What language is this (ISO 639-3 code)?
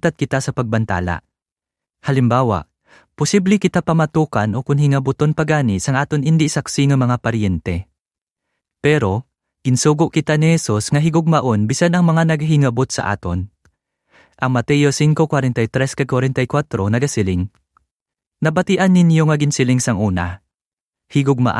hil